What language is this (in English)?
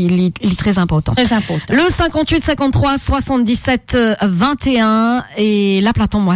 Morisyen